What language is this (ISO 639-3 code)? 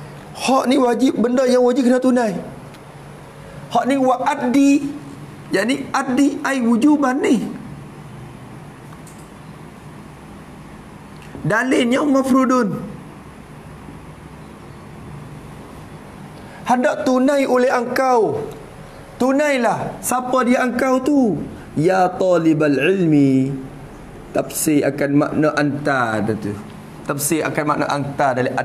msa